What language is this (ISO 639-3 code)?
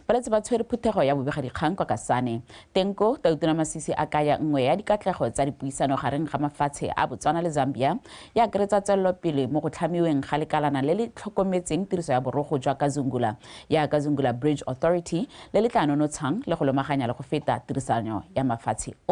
tsn